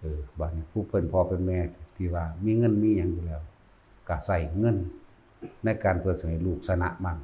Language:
Northeastern Thai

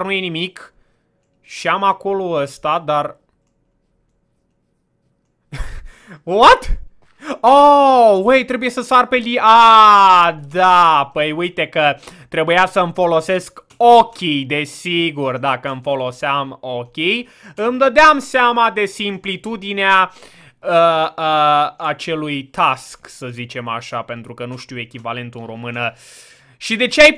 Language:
Romanian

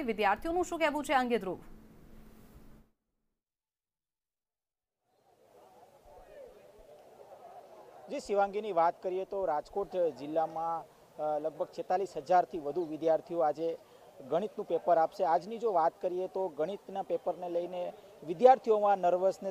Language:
Gujarati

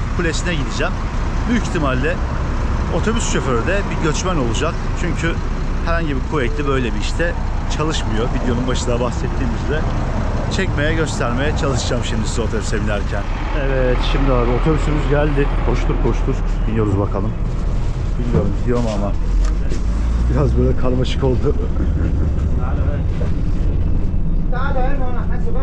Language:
Turkish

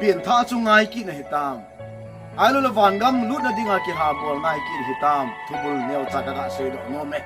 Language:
Thado Chin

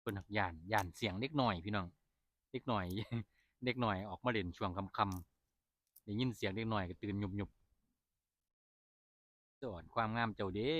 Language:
Northeastern Thai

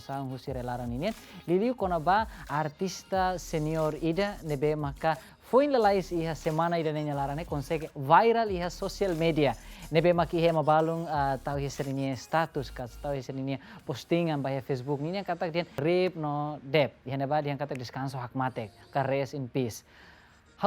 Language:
Tetum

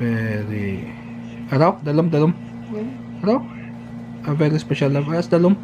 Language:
Hiligaynon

